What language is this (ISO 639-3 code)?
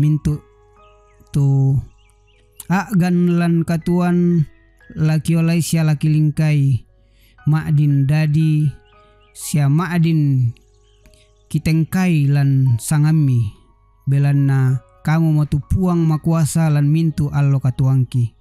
sda